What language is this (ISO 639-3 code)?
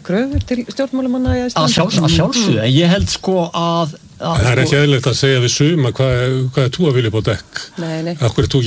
isl